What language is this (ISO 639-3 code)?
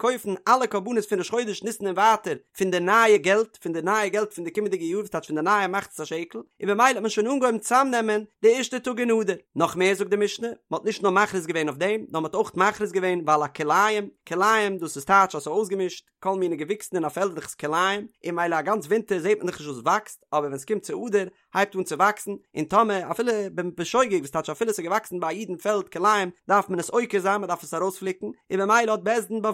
yid